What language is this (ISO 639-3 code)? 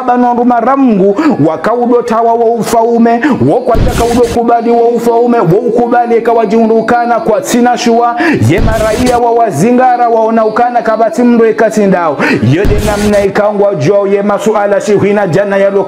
zdj